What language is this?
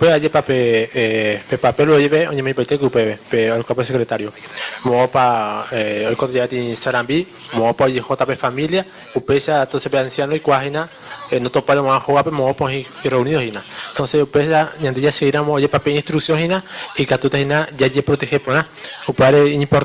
Guarani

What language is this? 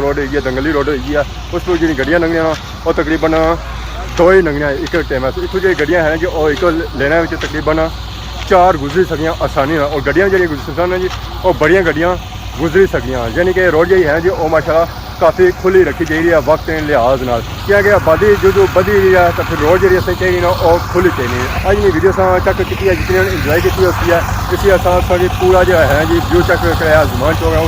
Pahari-Potwari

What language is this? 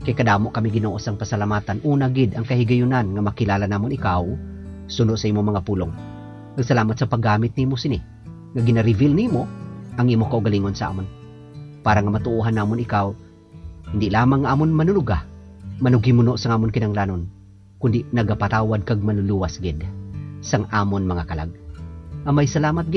Hiligaynon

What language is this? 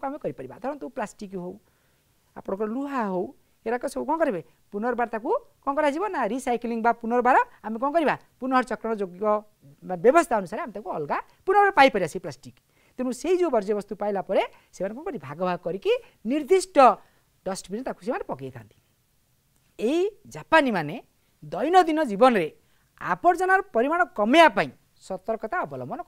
Odia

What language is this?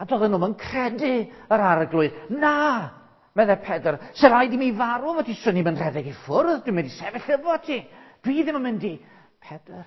Welsh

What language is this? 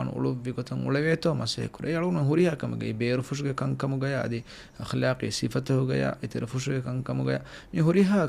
Divehi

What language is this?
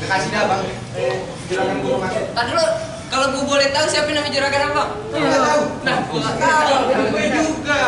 Betawi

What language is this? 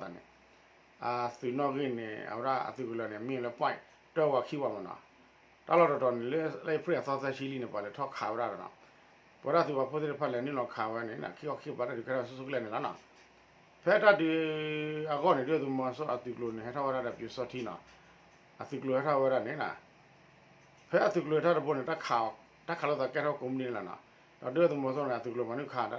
S'gaw Karen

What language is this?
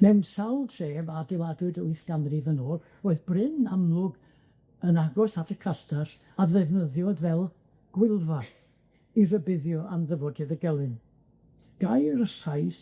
Welsh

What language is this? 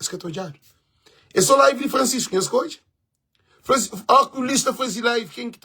Kabuverdianu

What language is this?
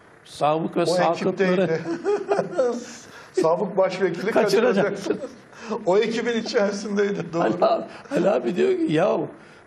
Turkish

